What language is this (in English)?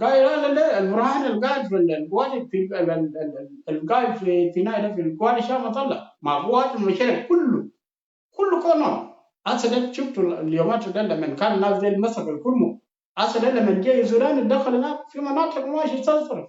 Nuer